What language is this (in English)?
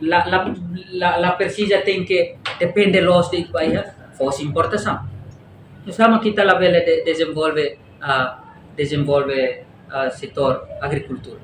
Tetum